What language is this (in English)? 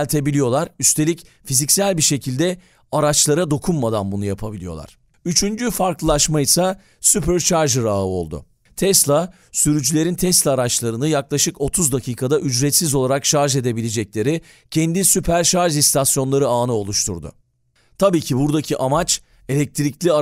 Turkish